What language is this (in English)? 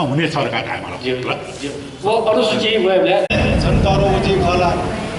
Newari